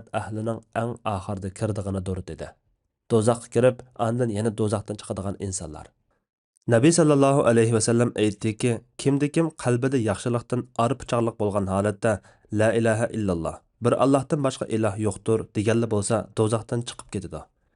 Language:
Uyghur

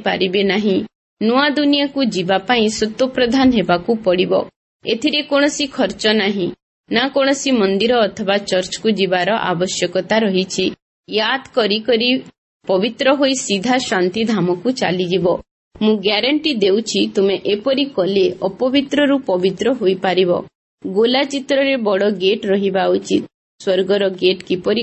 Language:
Odia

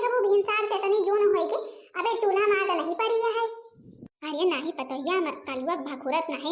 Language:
Awadhi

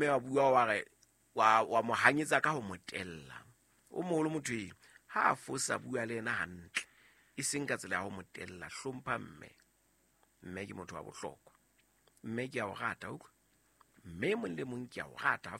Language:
Southern Sotho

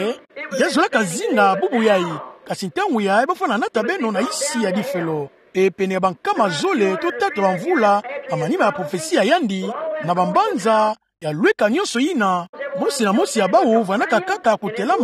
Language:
Kituba (Democratic Republic of Congo)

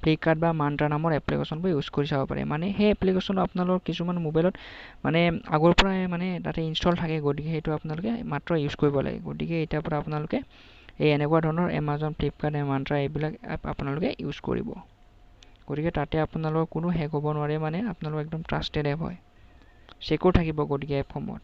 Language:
Assamese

